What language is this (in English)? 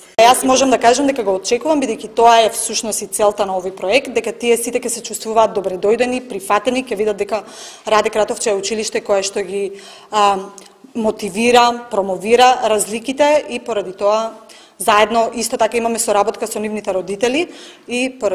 Macedonian